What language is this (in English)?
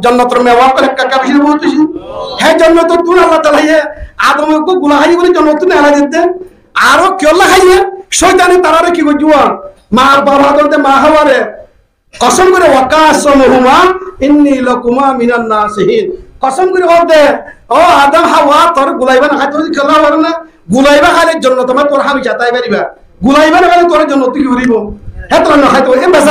Rohingya